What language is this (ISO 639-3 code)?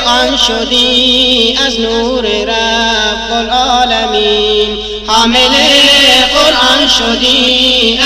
fas